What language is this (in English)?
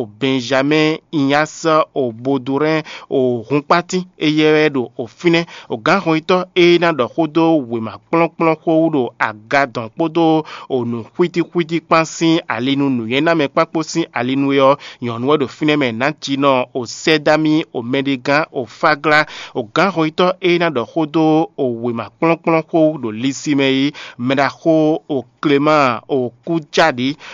Fon